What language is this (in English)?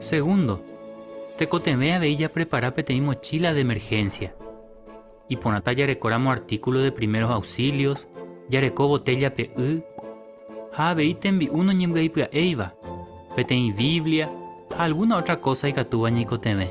Guarani